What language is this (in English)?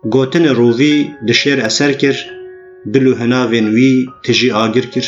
Kurdish